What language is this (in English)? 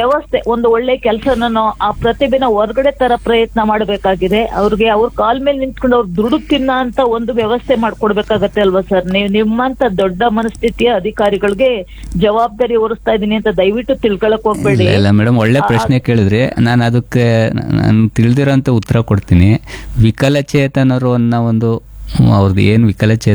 Kannada